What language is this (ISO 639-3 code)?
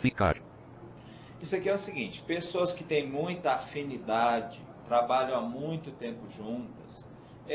por